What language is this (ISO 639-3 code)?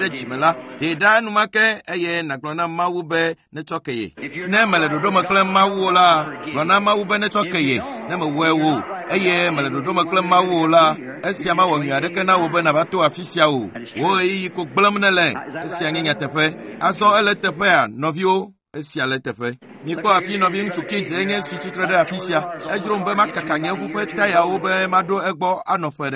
ewe